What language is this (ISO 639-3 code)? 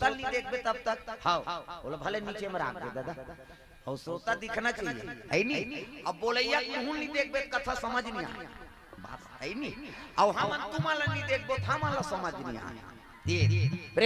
hne